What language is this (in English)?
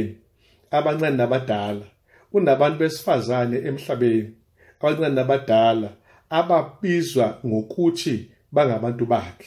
Zulu